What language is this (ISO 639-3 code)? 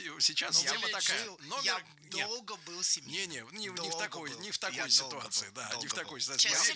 rus